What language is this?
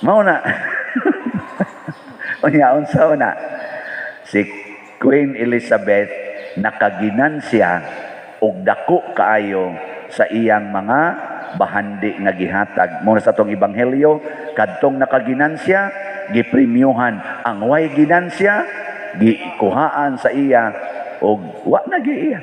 Cebuano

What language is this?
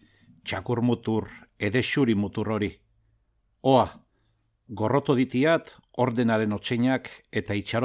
Basque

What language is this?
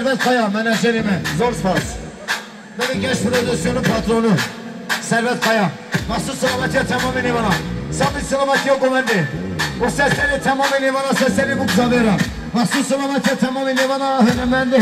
Kurdish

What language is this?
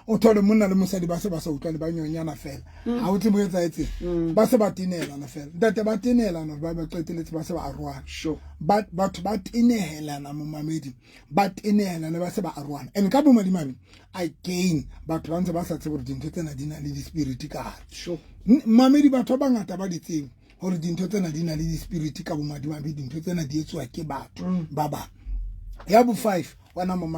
Southern Sotho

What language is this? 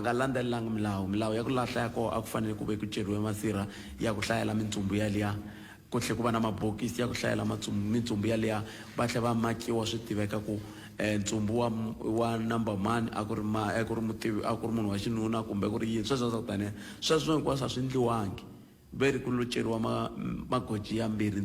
Tsonga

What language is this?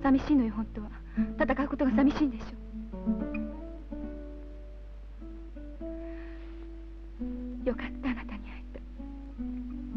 Japanese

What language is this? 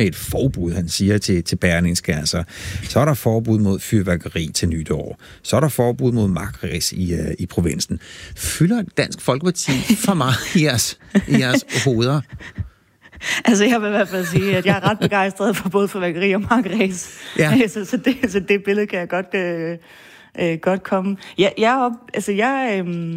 Danish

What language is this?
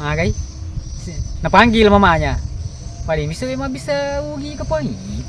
Buginese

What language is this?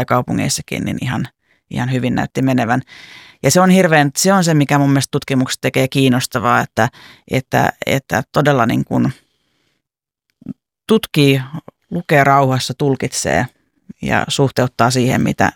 Finnish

